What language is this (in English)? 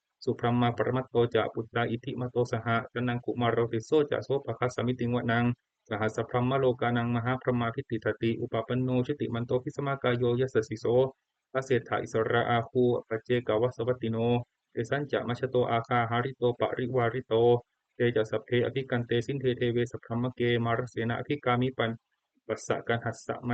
Pali